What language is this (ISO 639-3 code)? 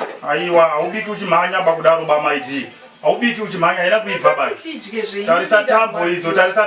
sna